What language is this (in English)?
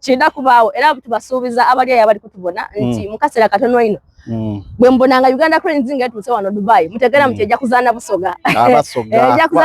Soga